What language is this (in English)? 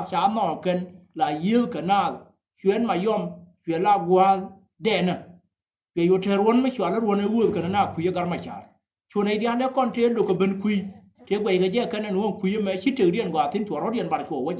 Nuer